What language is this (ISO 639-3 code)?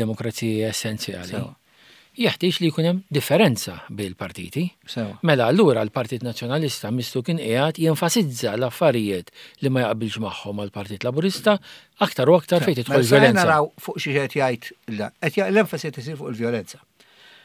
mlt